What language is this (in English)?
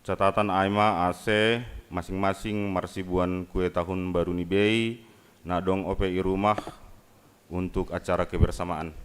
Batak Simalungun